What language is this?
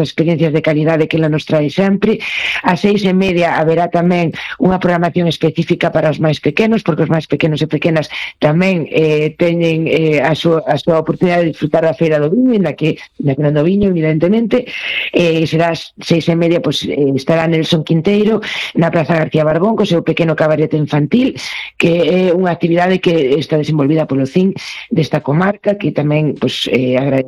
Galician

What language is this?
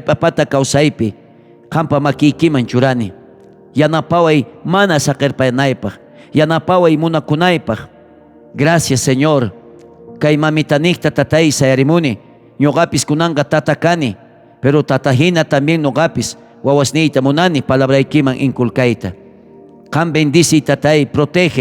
South Bolivian Quechua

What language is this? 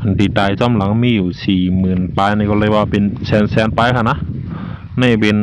Shan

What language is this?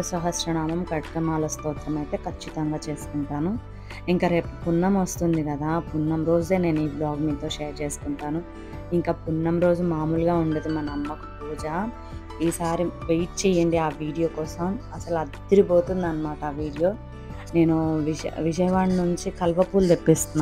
Telugu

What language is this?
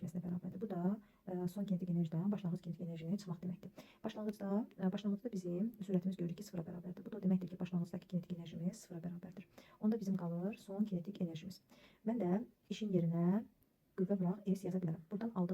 Azerbaijani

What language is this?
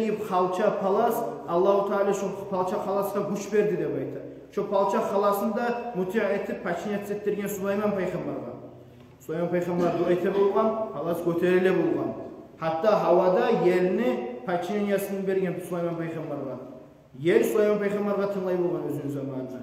Kumyk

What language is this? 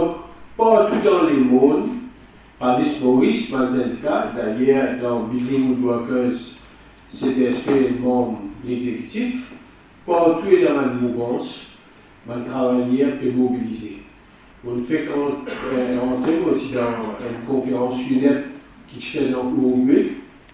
Morisyen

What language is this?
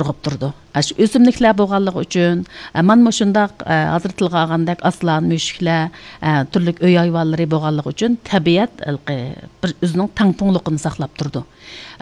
Uyghur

